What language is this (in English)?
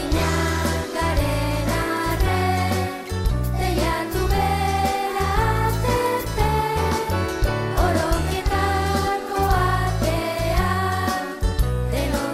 Basque